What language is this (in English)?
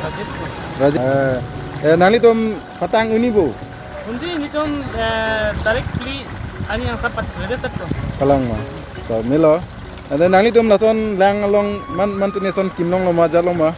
Karbi